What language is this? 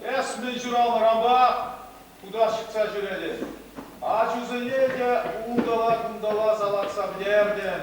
Chuvash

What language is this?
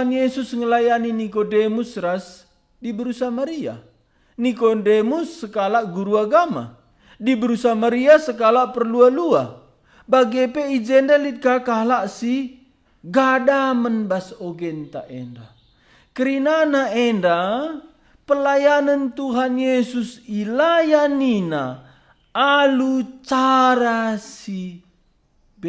Batak Karo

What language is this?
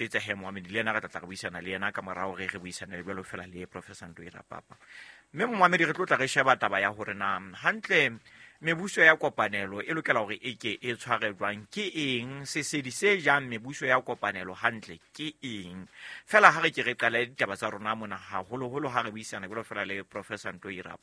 Southern Sotho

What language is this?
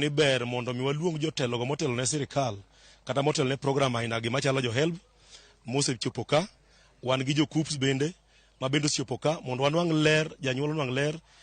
Luo (Kenya and Tanzania)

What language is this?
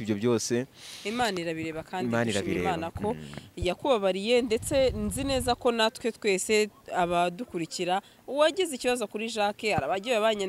Kinyarwanda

